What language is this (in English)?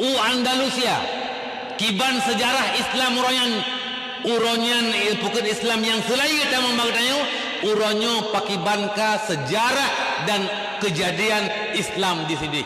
Achinese